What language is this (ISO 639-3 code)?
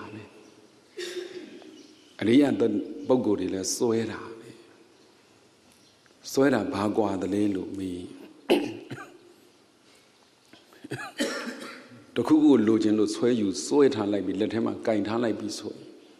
mya